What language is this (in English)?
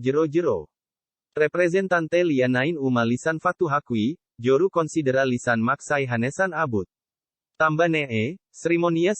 Tetum